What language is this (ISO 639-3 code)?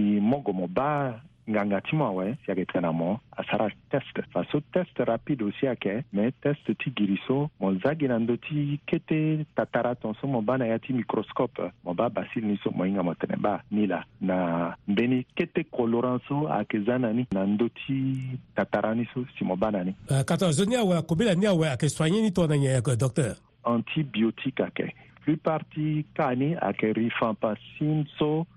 sag